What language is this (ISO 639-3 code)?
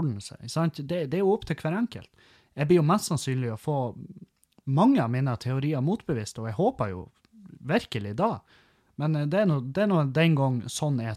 nor